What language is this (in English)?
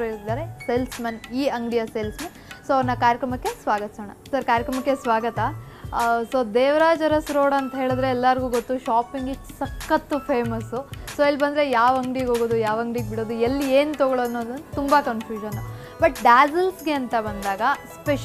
Kannada